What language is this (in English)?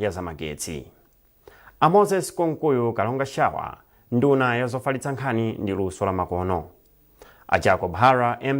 Nyanja